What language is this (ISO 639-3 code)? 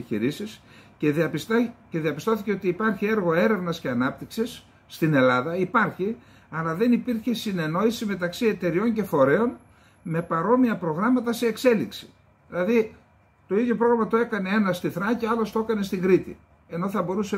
ell